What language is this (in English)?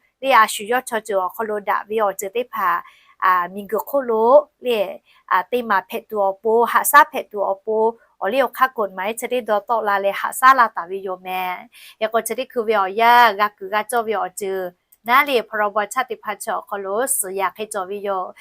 Lahu